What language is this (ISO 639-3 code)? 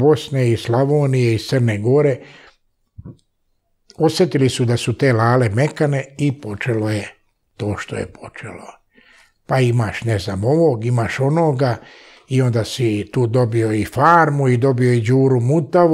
srp